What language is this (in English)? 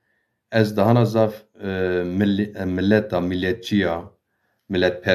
Zaza